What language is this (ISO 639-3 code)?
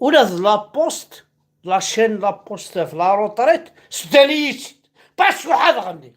kab